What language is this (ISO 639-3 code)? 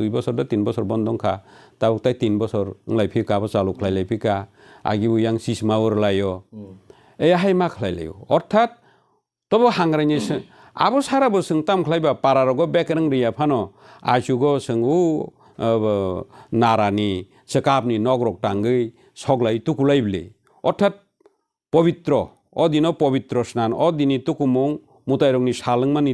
trp